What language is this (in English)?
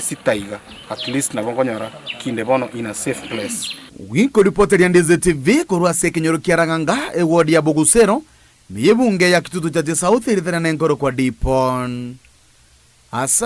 Gusii